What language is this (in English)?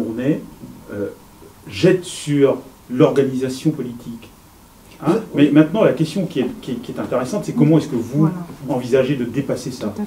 French